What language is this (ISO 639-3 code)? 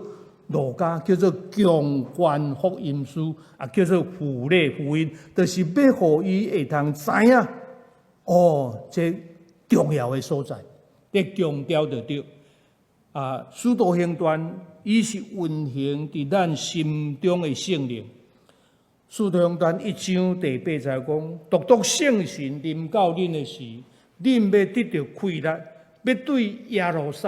nan